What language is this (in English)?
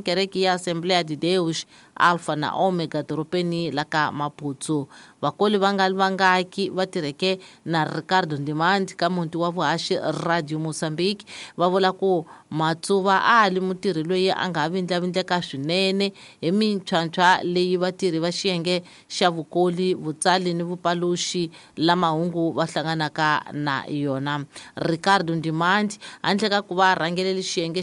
Tsonga